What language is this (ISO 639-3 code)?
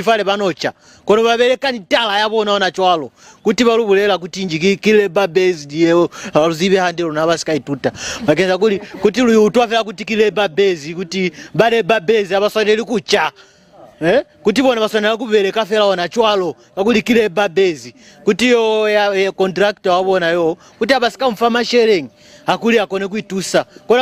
loz